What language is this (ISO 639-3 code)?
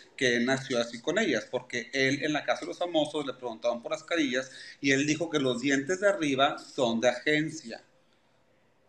spa